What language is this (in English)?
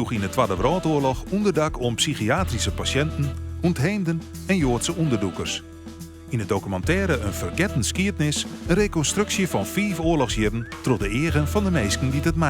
Western Frisian